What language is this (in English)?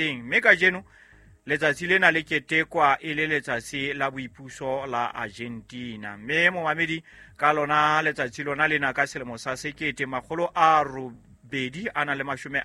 Southern Sotho